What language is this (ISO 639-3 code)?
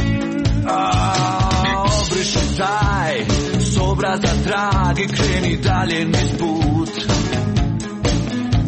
hrv